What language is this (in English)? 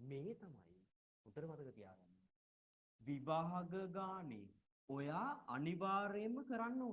Sinhala